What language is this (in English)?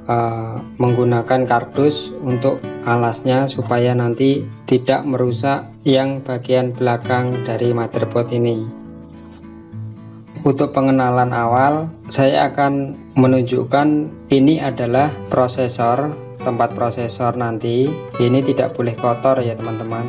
Indonesian